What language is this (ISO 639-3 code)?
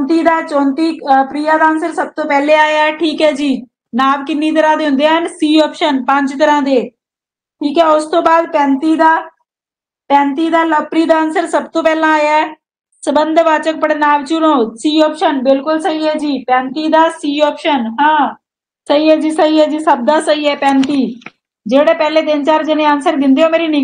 pan